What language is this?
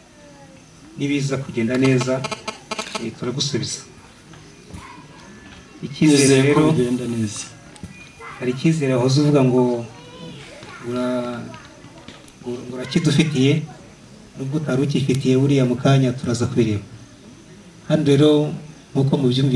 Kinyarwanda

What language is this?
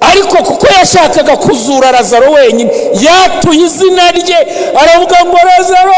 Kinyarwanda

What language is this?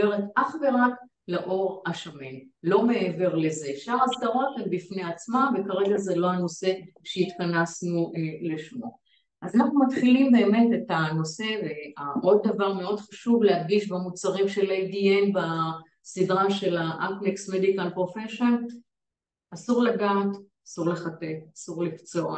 Hebrew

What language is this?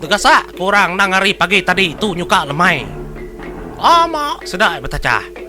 Iban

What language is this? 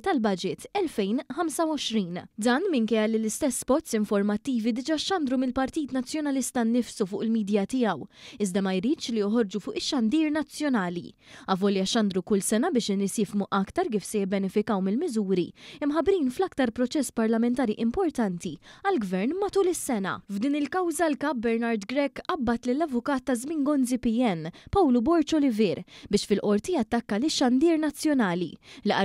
Maltese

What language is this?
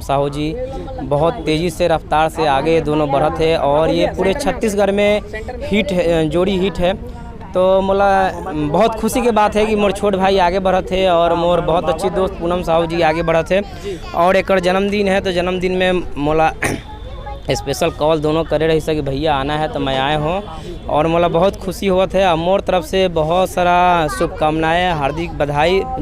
Chhattisgarhi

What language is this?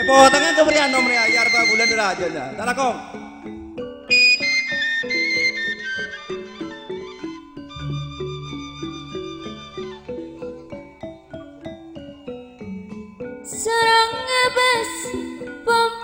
Indonesian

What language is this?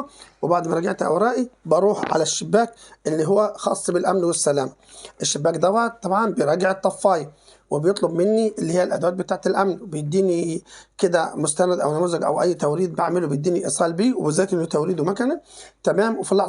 Egyptian Arabic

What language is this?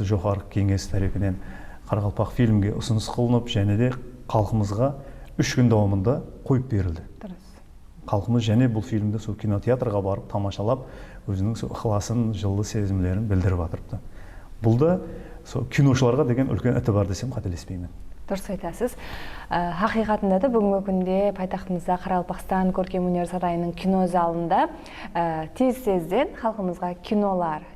Kara-Kalpak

